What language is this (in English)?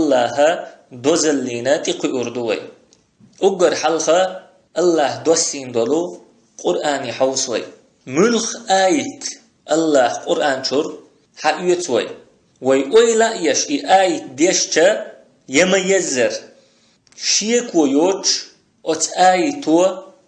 Chechen